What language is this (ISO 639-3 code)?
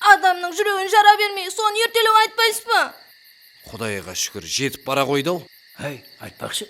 kaa